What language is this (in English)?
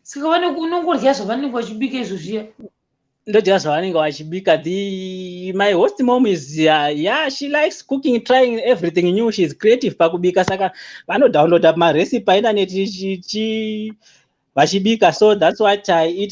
Shona